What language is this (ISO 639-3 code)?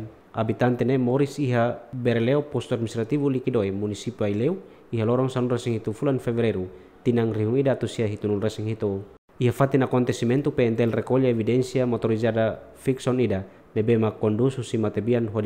tet